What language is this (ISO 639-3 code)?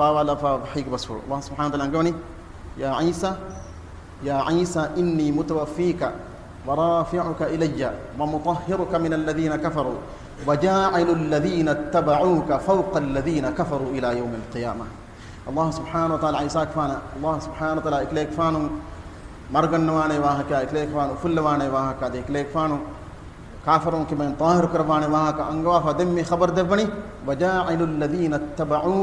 div